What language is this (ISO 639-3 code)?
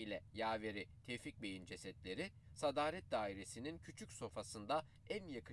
tur